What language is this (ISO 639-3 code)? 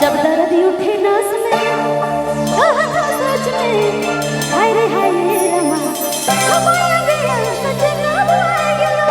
sck